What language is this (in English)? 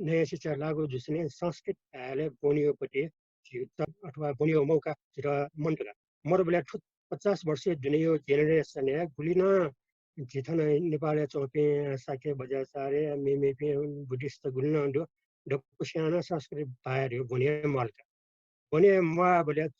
Newari